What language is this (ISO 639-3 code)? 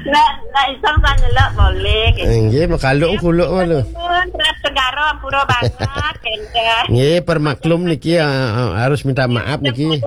ban